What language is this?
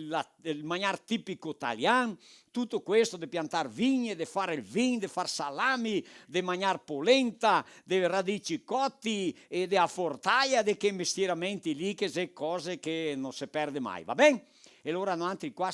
Venetian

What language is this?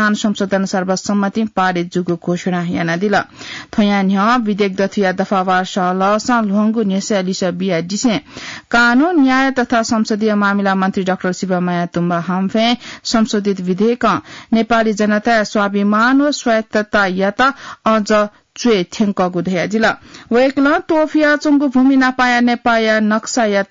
Newari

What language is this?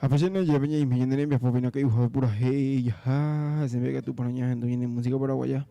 Guarani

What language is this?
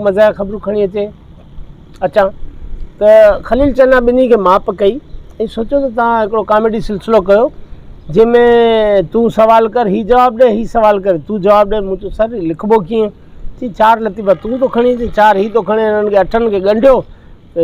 Sindhi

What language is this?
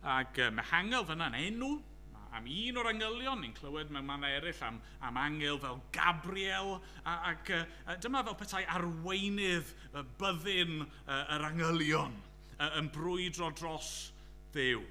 Welsh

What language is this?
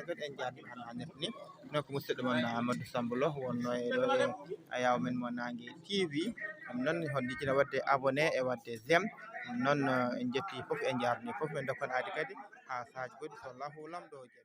Fula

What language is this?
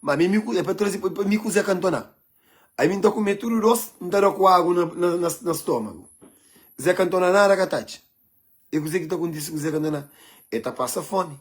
Kabuverdianu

